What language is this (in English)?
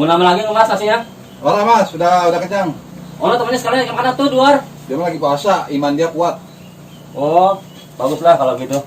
Betawi